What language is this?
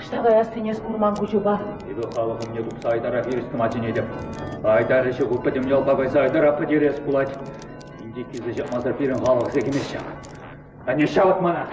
Chuvash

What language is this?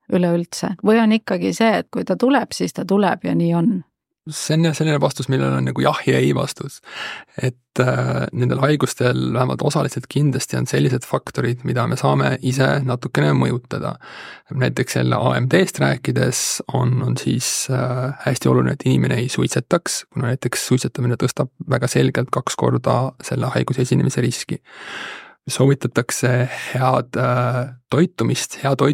Estonian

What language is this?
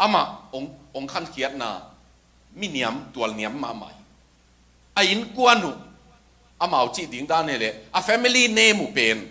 Tedim Chin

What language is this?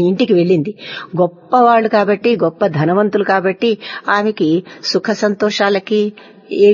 Telugu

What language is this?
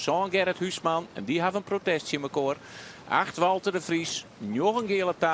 Western Frisian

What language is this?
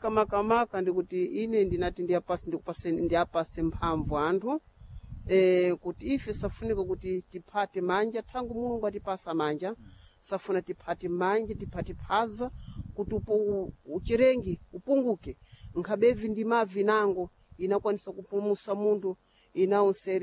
Sena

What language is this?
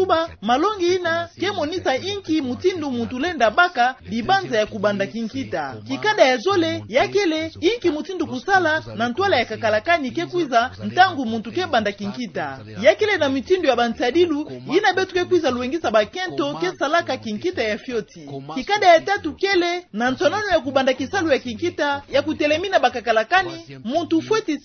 Kituba (Democratic Republic of Congo)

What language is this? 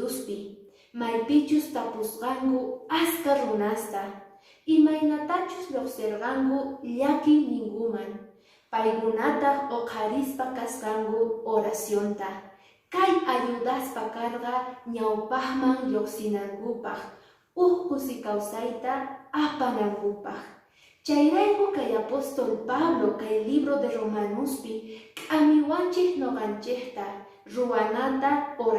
Quechua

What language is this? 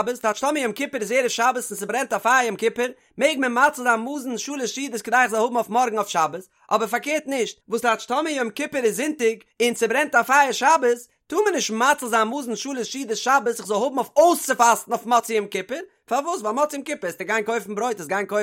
Yiddish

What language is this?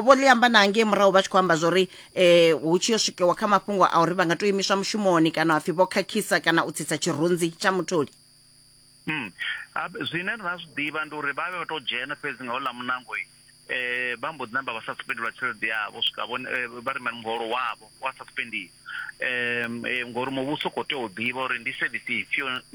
Venda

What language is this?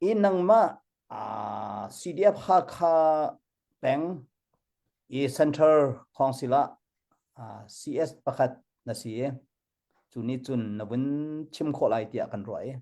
Hakha Chin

